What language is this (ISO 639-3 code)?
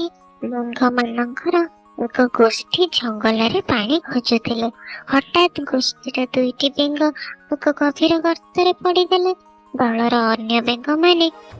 ori